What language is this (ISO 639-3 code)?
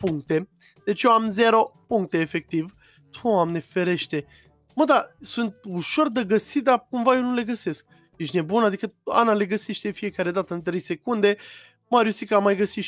ron